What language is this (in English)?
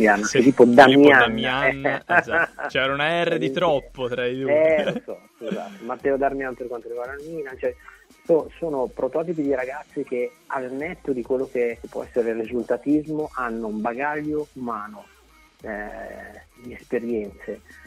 Italian